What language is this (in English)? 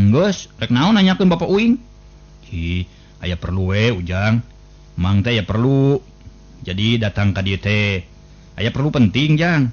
Sundanese